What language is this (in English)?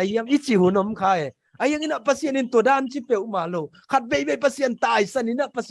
Tedim Chin